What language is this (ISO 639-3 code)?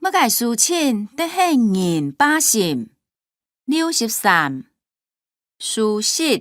hak